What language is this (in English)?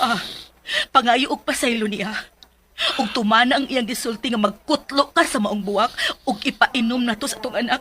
Cebuano